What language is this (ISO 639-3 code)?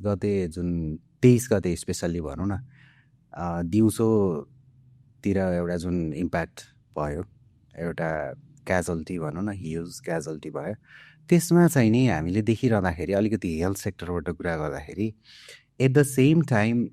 nep